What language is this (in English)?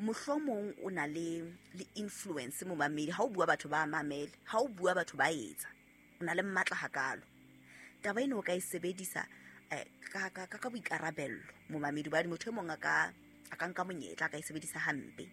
Southern Sotho